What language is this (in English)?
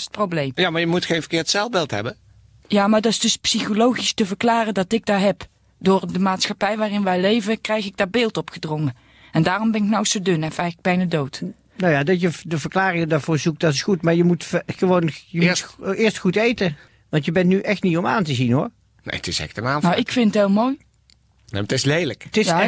Dutch